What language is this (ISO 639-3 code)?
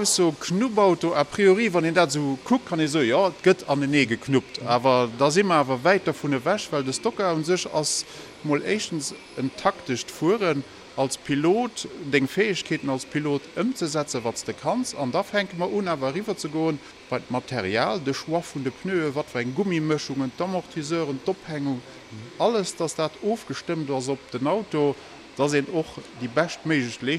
ltz